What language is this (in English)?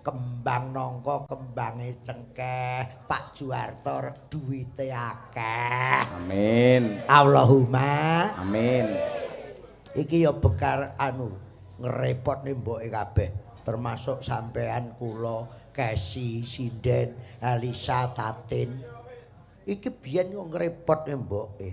Javanese